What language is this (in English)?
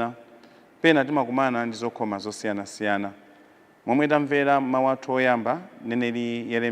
Nyanja